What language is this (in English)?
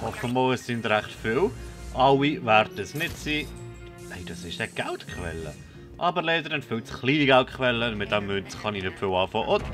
Swiss German